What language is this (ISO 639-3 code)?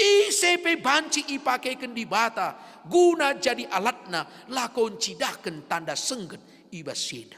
btx